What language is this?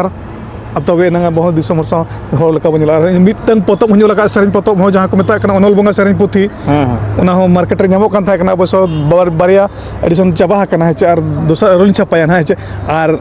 Santali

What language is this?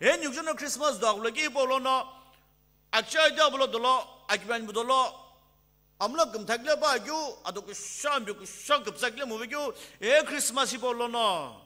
Sumi Naga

